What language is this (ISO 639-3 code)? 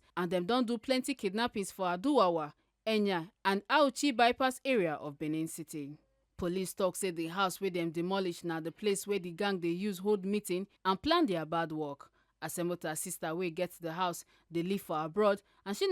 pcm